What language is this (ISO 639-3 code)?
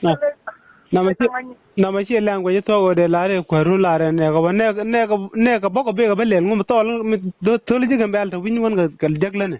nus